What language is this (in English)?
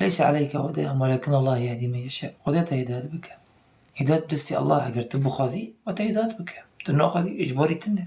Kurdish